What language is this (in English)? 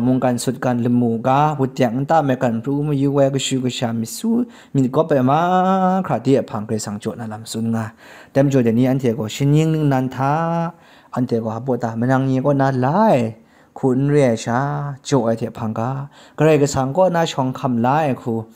Kachin